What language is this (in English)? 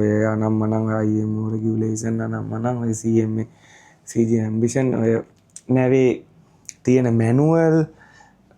Sinhala